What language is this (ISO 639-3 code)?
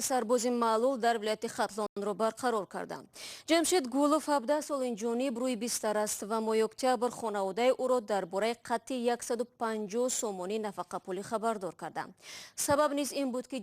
tgk